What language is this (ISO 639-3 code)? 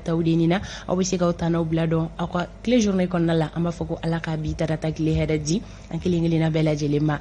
bam